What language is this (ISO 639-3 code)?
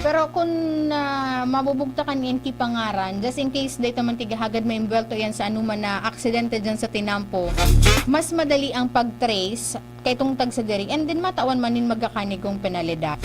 bik